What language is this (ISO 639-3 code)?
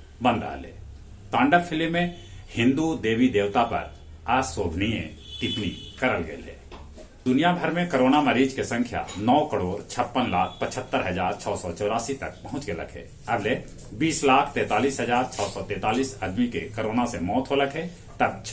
mag